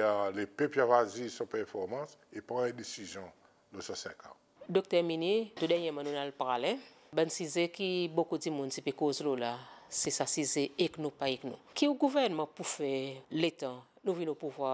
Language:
Seselwa Creole French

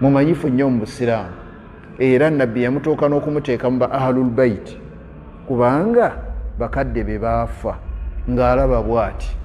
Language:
Ganda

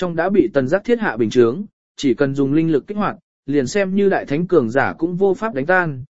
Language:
Vietnamese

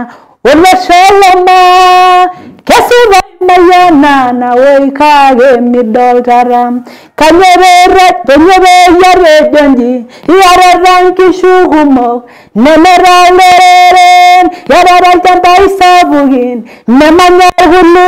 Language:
Masai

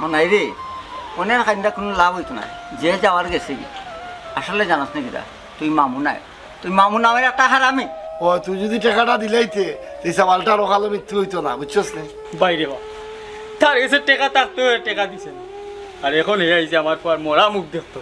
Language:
Sylheti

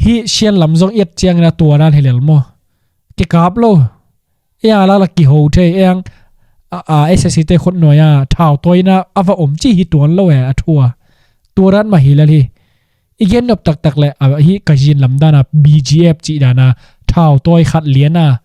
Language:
Tedim Chin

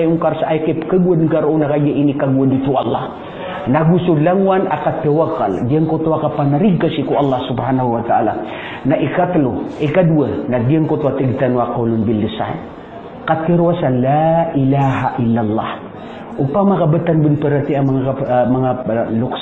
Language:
Maranao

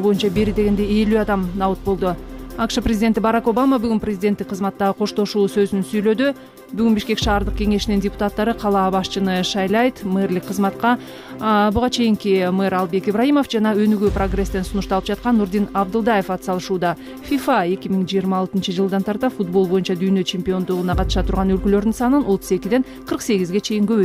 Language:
Kyrgyz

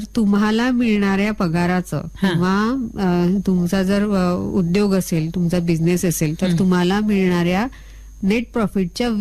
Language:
Marathi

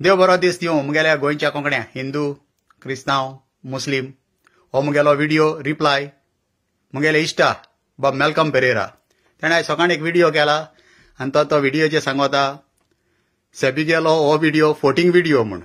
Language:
Konkani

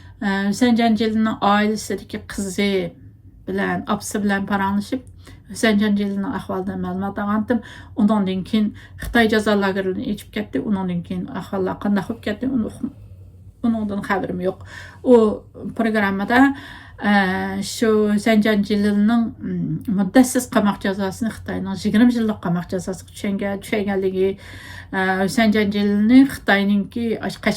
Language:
Uyghur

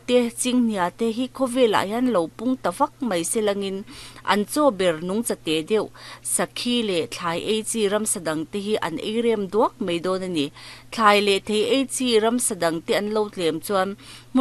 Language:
Mizo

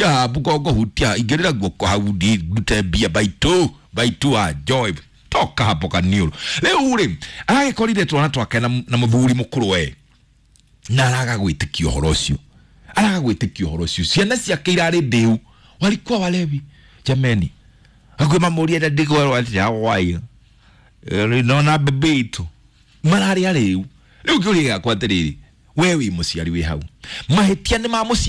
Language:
Kikuyu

